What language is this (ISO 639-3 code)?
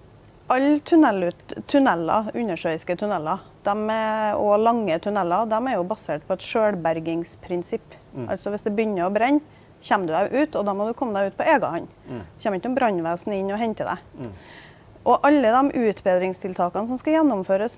nor